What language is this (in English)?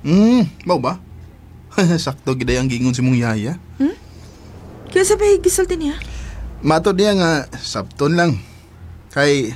Cebuano